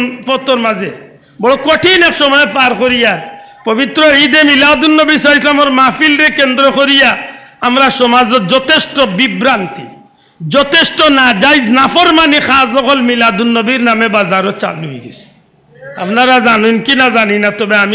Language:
Sylheti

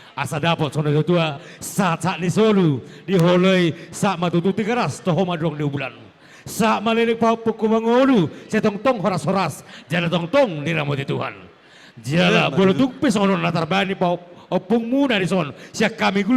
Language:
Batak Toba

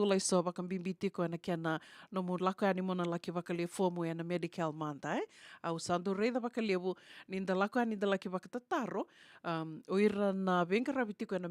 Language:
Fijian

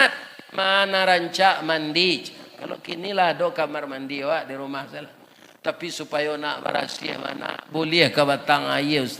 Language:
Minangkabau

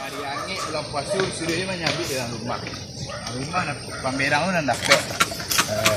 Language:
Minangkabau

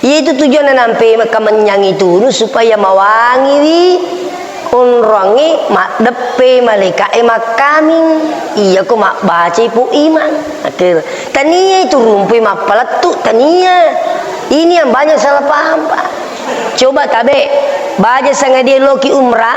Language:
Buginese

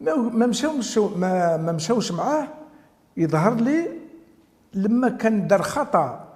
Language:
Algerian Arabic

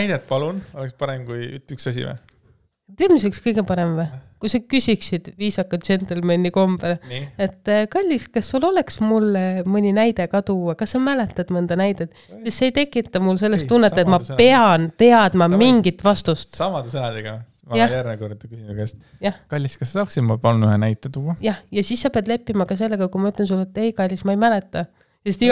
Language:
Estonian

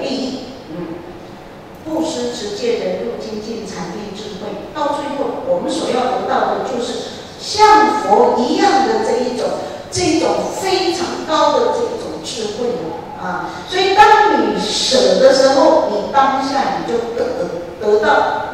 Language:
Chinese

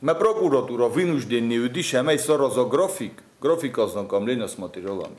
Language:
Ossetic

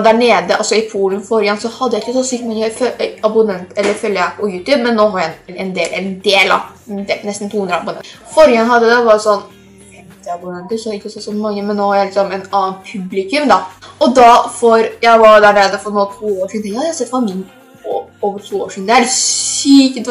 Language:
Norwegian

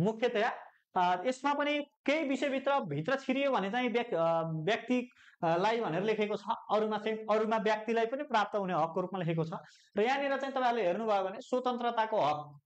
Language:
Nepali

